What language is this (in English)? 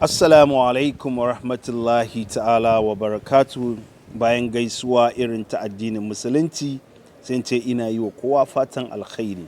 Hausa